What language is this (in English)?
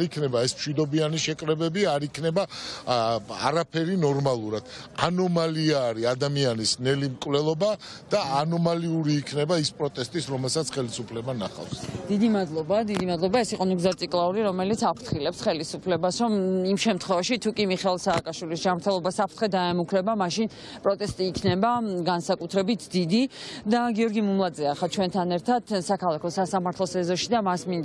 Georgian